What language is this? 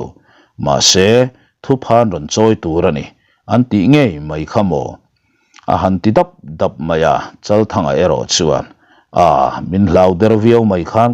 Mizo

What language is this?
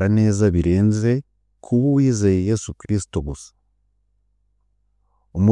Kinyarwanda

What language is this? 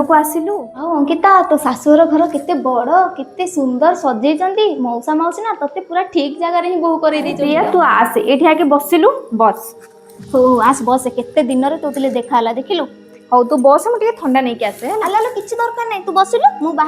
Odia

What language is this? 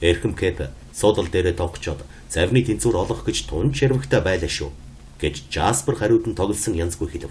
Mongolian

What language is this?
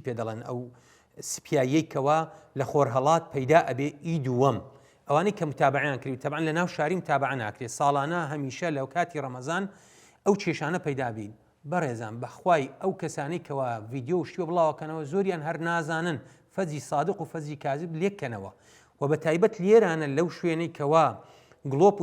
Central Kurdish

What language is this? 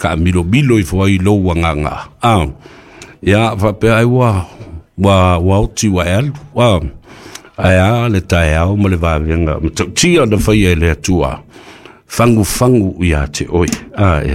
Samoan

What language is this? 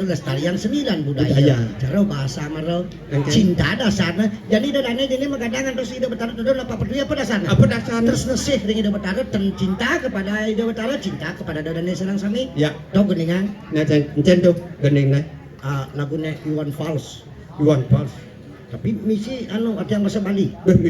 Balinese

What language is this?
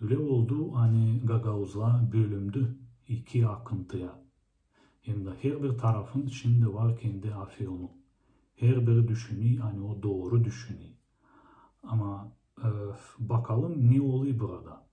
Gagauz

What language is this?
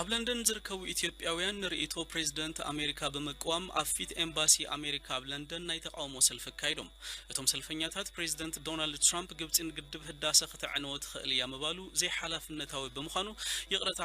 Tigrinya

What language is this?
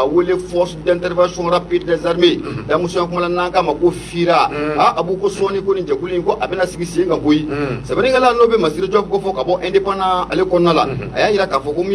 Bambara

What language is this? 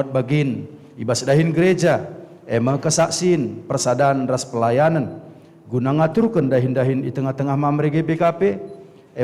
Batak Karo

